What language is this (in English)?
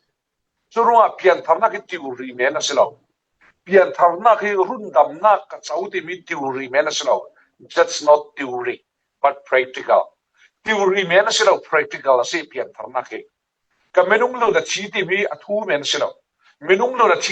Falam Chin